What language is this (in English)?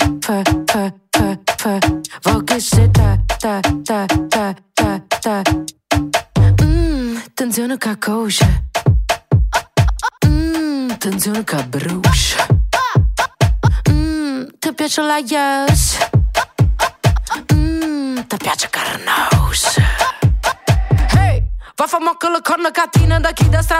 Italian